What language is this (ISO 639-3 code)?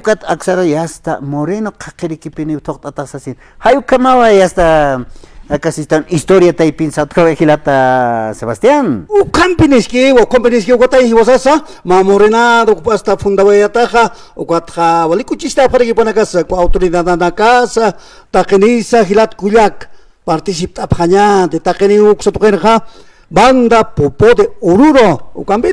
aym